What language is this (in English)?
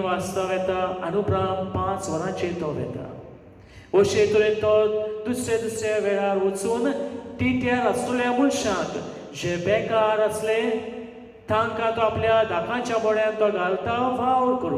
Konkani